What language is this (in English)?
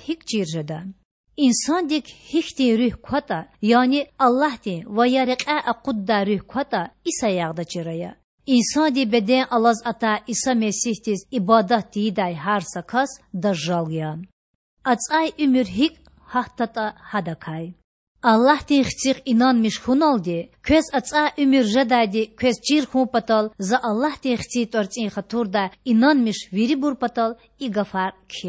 Lezghian